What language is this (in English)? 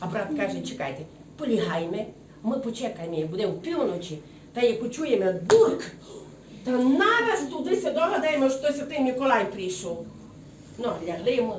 Rusyn